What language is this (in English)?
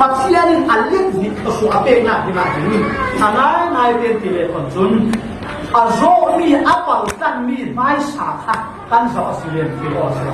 Falam Chin